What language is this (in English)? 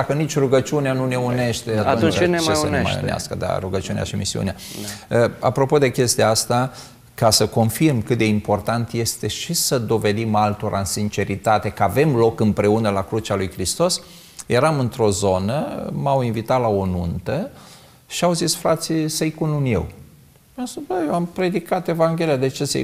Romanian